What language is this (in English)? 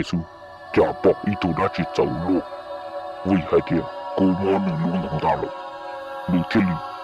Hmong